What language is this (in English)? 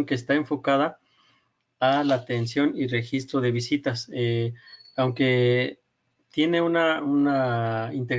Spanish